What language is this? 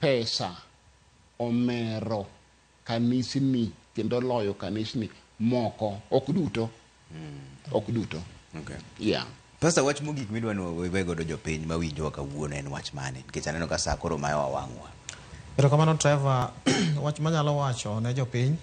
Luo (Kenya and Tanzania)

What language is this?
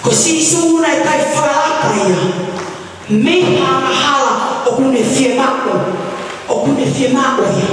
Tongan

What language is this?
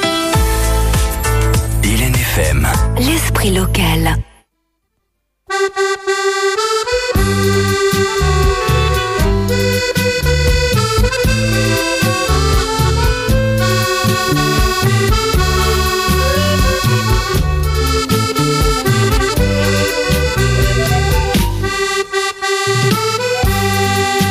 French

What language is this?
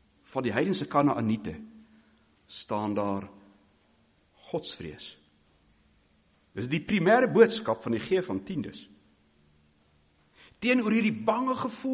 Afrikaans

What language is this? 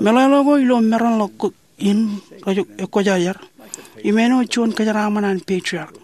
Marshallese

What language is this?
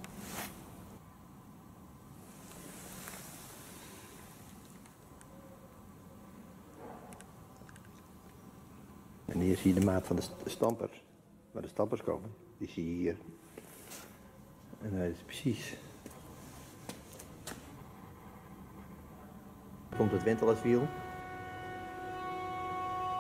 Dutch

